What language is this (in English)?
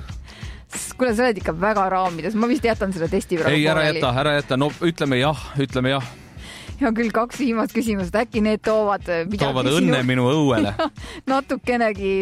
Estonian